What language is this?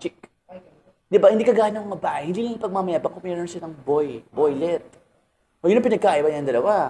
Filipino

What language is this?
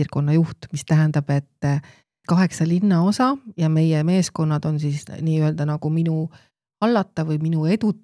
Estonian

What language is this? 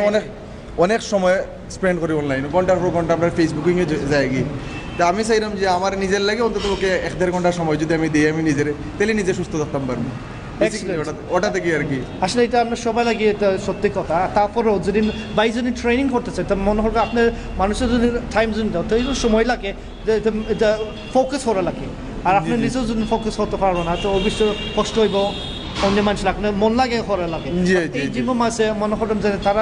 Sylheti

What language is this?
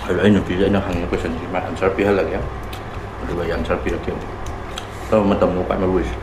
Manipuri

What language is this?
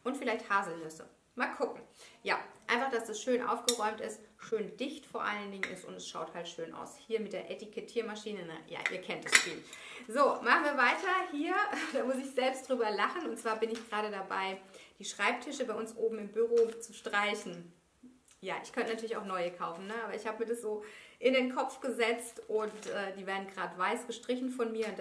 German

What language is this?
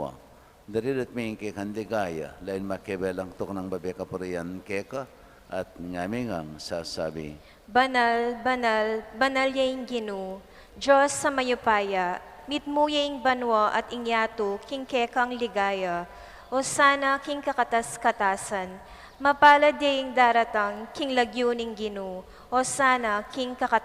Pampanga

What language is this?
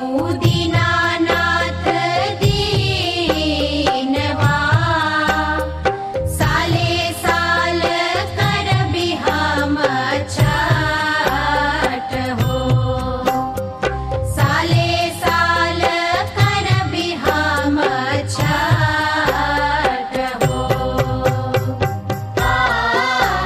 Bhojpuri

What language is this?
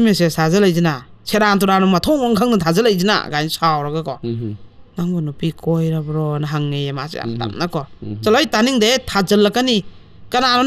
Manipuri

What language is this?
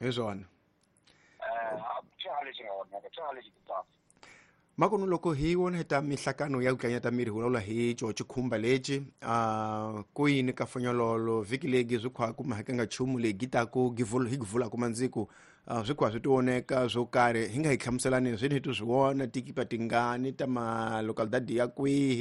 Tsonga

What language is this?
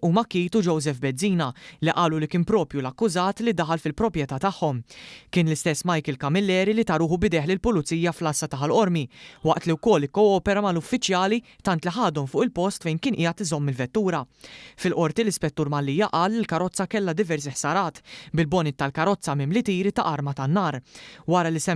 Maltese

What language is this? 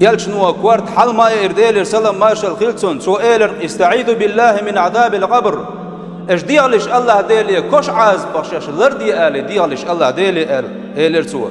Chechen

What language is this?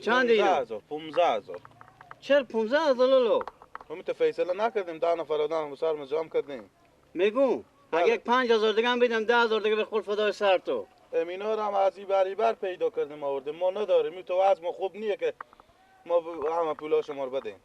Persian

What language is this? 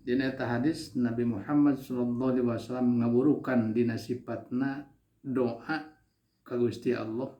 Sundanese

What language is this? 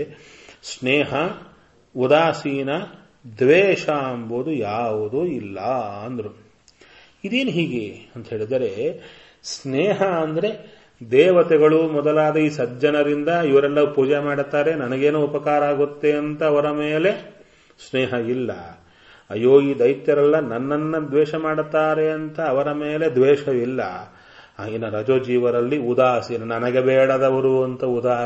Kannada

